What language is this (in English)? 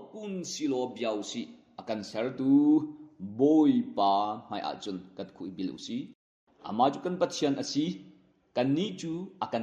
Hakha Chin